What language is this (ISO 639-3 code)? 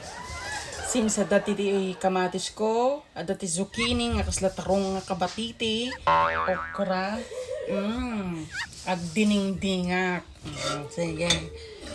ilo